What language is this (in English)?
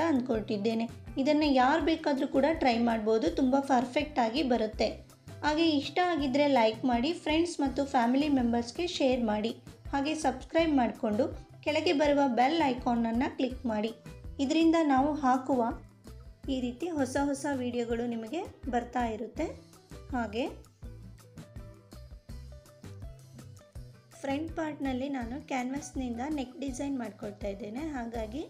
Kannada